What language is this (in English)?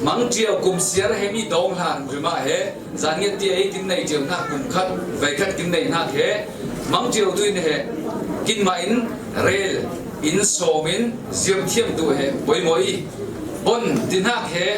Falam Chin